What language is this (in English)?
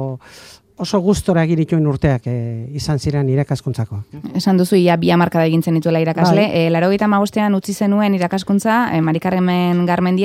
Basque